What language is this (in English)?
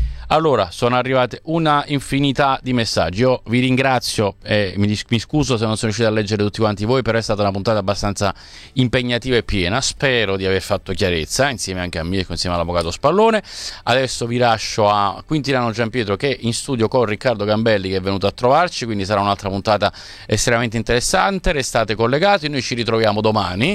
Italian